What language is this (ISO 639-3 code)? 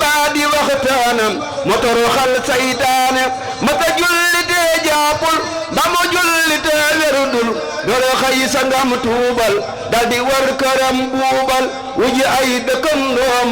wol